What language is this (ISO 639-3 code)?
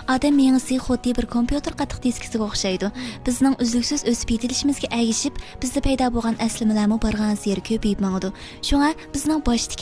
uig